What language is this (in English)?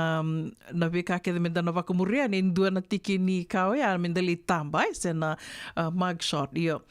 Fijian